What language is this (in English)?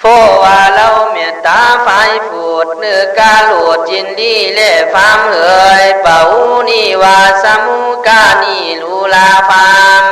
Khün